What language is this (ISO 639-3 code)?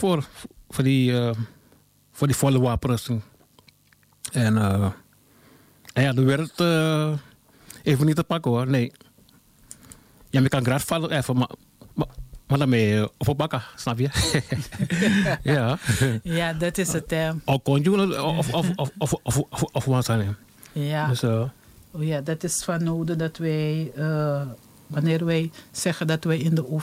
nld